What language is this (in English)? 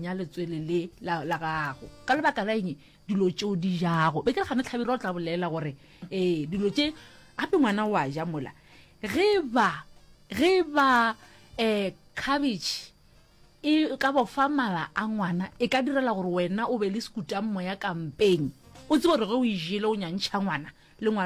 Northern Sotho